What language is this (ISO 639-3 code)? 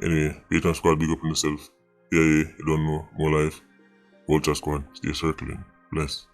jam